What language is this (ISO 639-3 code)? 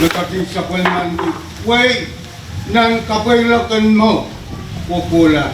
pon